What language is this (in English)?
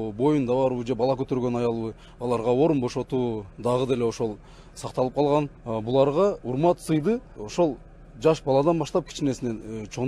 Kyrgyz